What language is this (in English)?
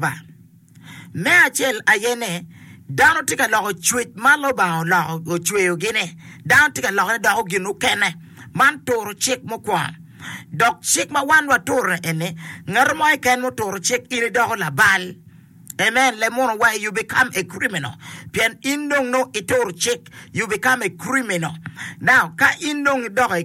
Acoli